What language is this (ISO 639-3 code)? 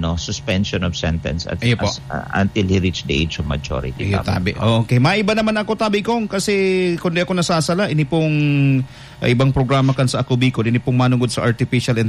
bik